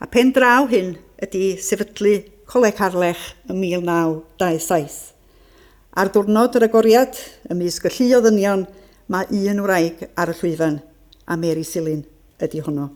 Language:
Welsh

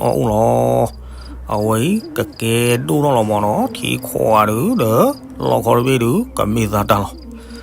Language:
S'gaw Karen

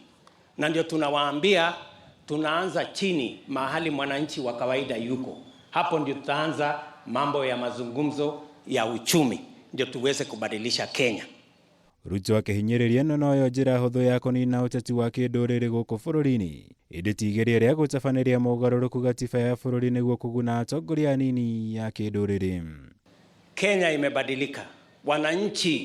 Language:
Kikuyu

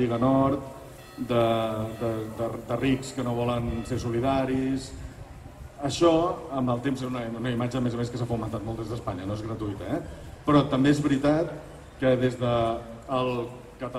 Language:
Catalan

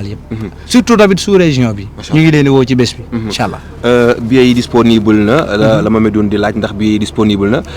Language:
Wolof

